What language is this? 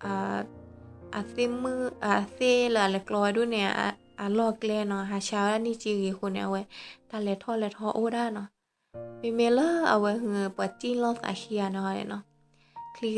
S'gaw Karen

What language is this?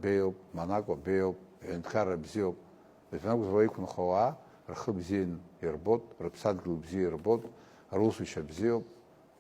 Abkhazian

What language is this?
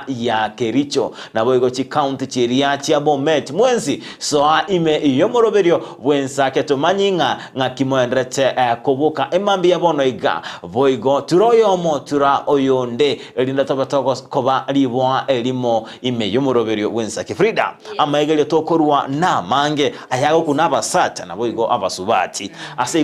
Gusii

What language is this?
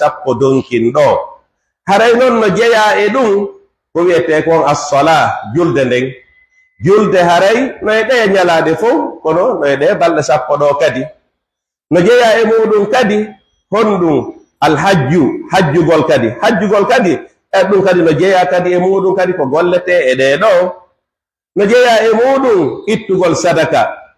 Fula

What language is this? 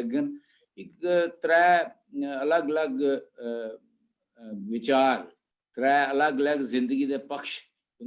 Dogri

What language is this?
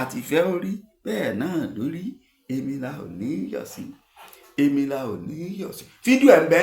Yoruba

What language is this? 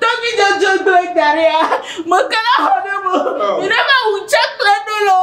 Ewe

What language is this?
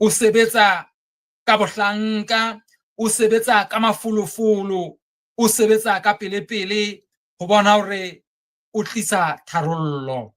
Southern Sotho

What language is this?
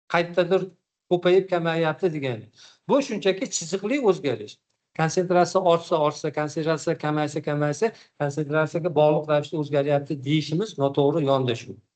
Uzbek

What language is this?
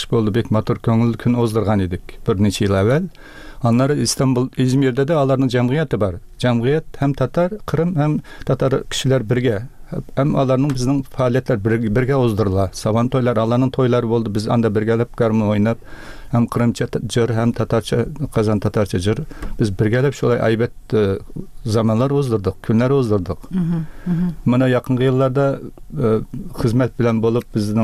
Tatar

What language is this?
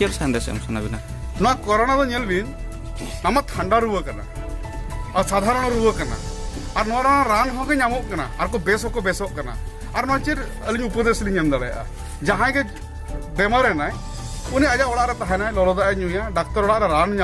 Santali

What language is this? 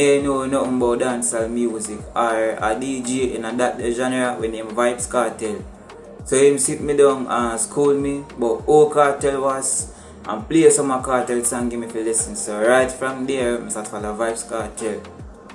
Jamaican Creole English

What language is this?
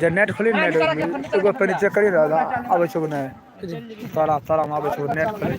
Maithili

